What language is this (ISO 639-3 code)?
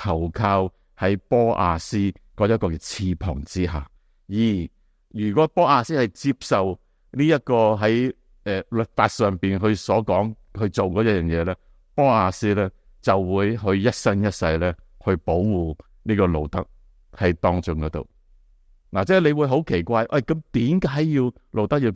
yue